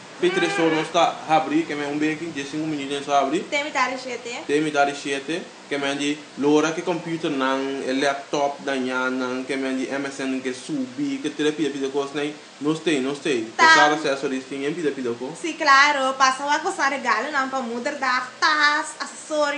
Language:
Papiamento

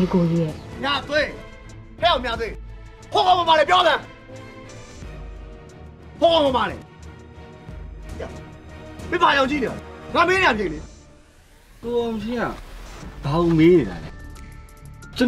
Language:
Burmese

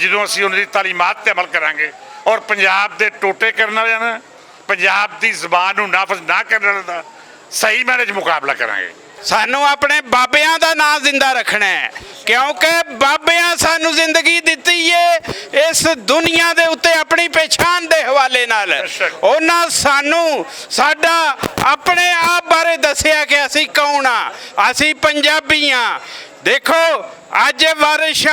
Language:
Western Panjabi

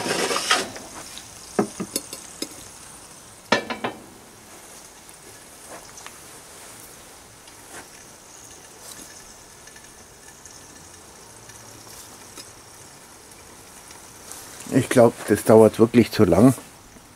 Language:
German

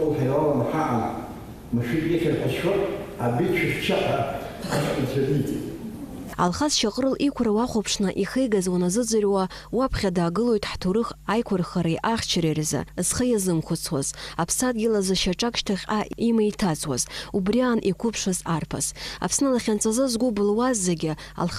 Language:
Abkhazian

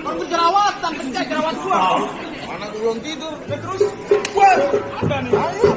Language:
Betawi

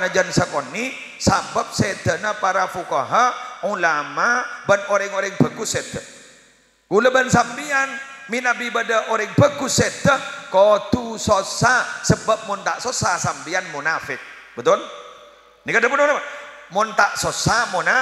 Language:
Madurese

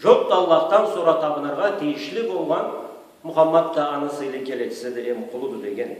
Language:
Karachay-Balkar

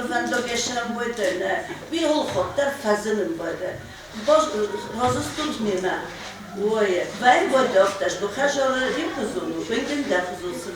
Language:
Ossetic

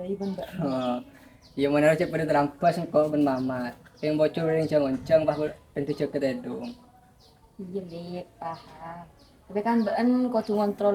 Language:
Madurese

